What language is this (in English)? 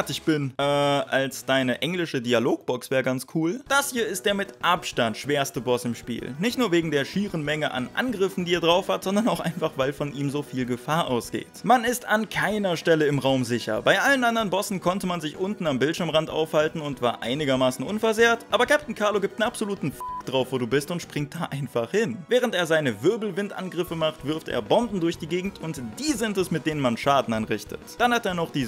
German